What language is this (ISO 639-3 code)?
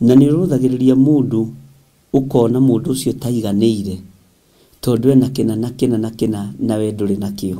kik